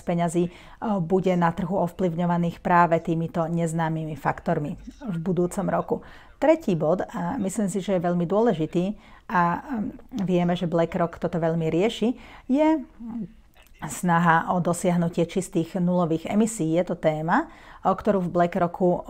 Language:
Slovak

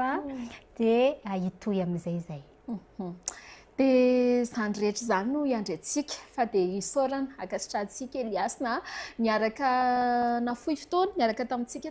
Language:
Malagasy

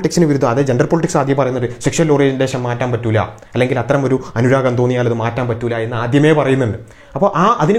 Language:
Malayalam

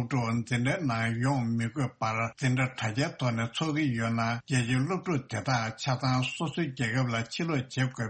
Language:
Tibetan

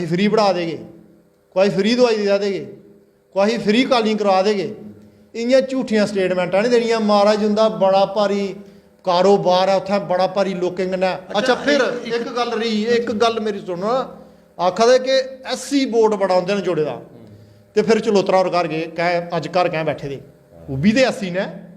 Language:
Dogri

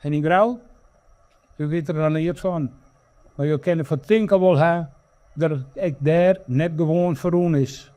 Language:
Western Frisian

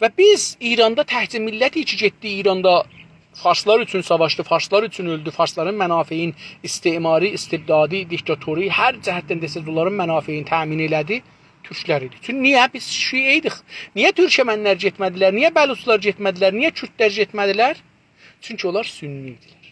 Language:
South Azerbaijani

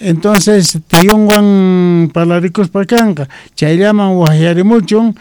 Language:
South Bolivian Quechua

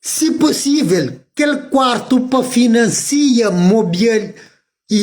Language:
Kabuverdianu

